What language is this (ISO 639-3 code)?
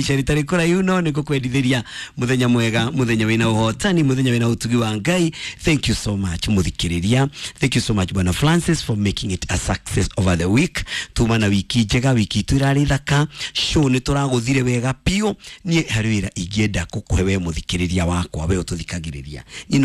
kik